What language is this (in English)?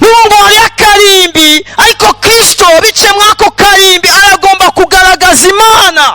Rundi